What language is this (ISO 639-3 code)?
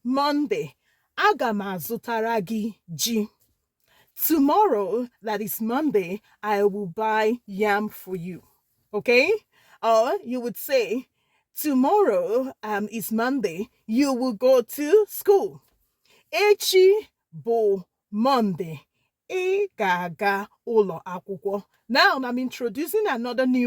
ibo